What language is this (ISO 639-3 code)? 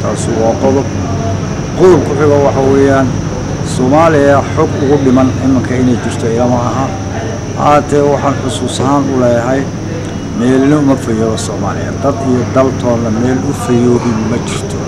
som